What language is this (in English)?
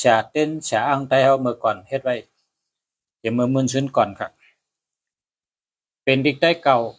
Shan